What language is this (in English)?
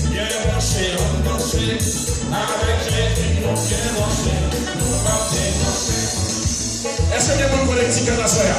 Haitian Creole